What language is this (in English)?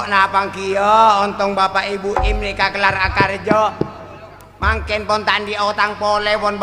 Madurese